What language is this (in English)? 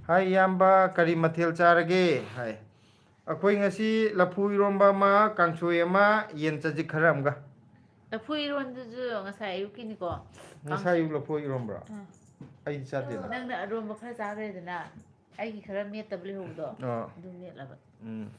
Manipuri